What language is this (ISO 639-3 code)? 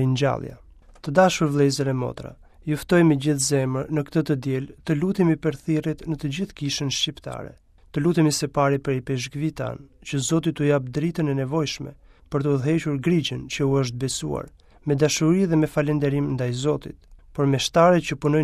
sqi